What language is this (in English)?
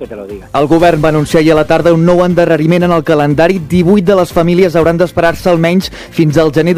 Catalan